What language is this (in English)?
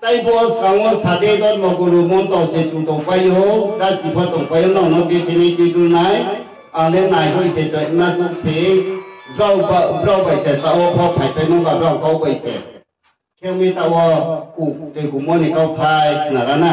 Riang (India)